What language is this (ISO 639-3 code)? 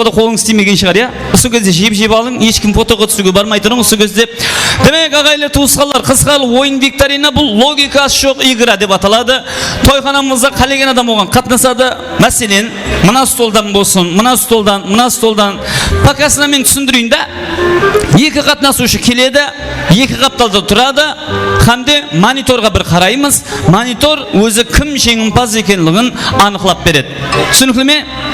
kaa